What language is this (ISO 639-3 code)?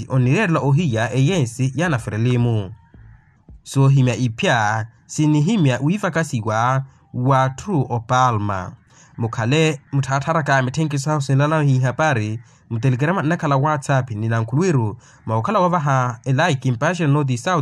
vmw